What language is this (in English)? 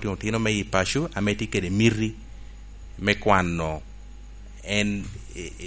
Lango (Uganda)